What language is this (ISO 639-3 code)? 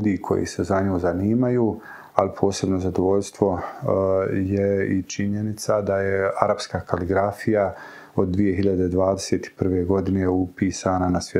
bos